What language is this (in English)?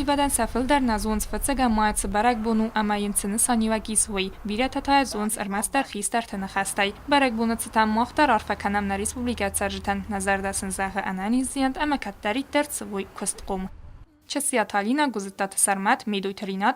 Ossetic